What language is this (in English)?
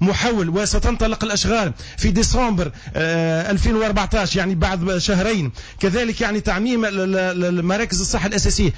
Tunisian Arabic